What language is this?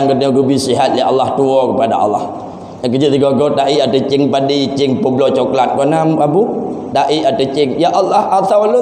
Achinese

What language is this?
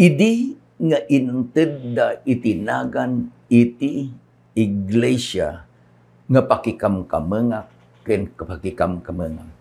Iloko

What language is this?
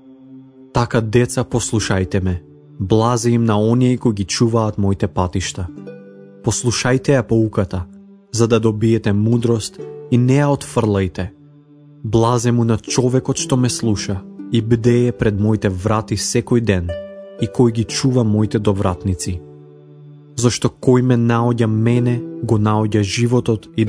Macedonian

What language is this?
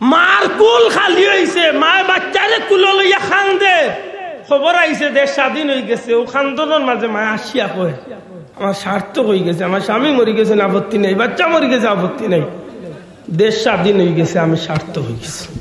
Sylheti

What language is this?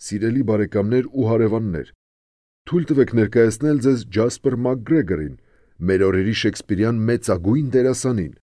Armenian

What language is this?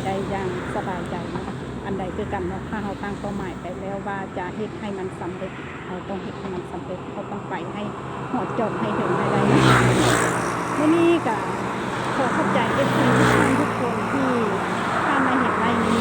Lao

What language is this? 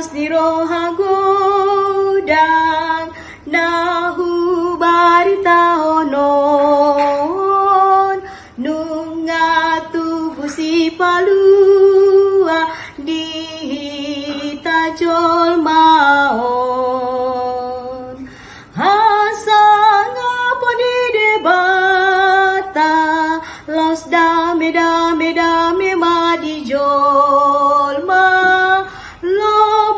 Batak Toba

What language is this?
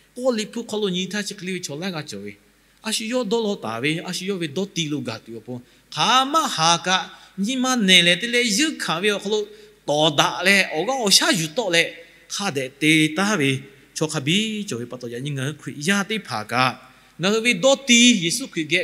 Lahu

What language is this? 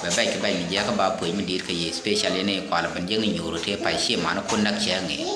Nuer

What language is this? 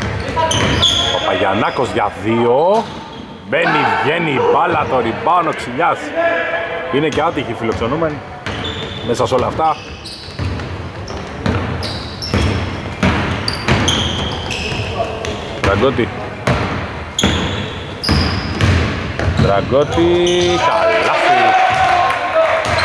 Greek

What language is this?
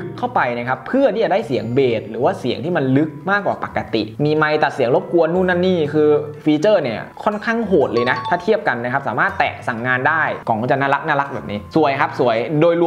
Thai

